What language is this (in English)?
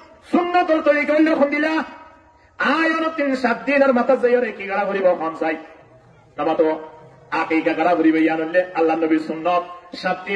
Rohingya